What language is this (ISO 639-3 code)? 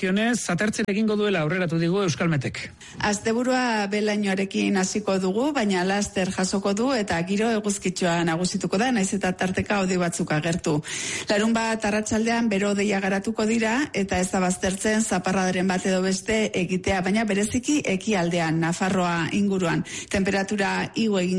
eus